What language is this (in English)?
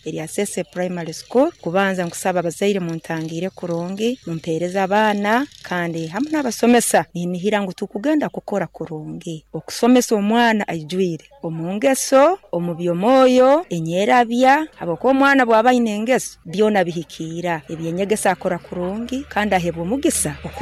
Nyoro